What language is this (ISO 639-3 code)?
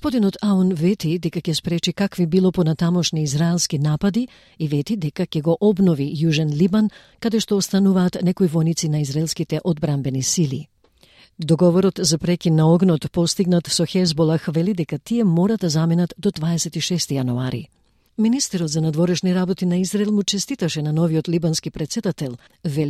mkd